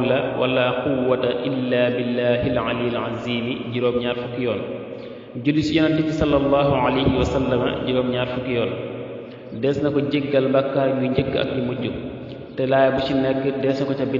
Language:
Wolof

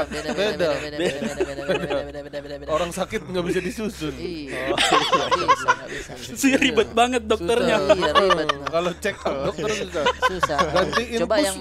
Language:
Makassar Malay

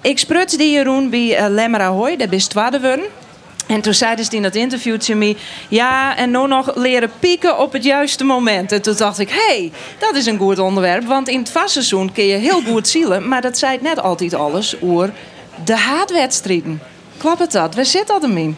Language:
Western Frisian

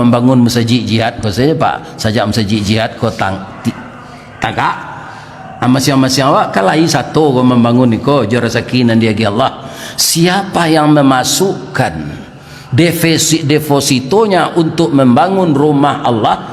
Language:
Minangkabau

